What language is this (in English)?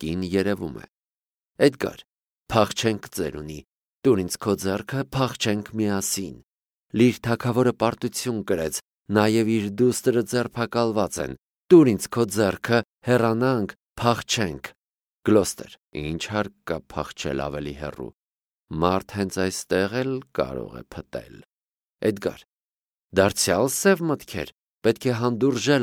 Armenian